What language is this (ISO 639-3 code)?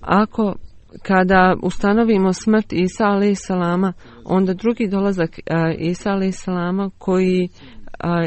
bos